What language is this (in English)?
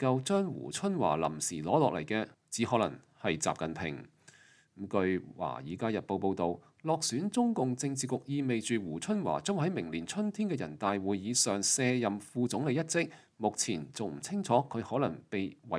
Cantonese